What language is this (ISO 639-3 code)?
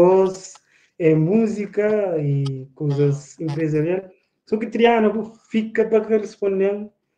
kea